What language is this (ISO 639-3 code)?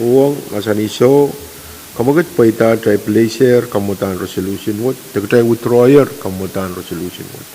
pon